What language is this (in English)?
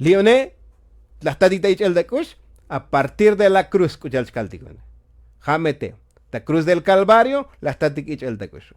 Tzotzil